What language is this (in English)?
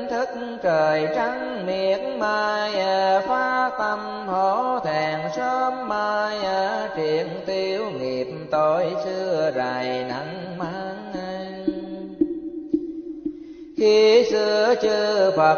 Vietnamese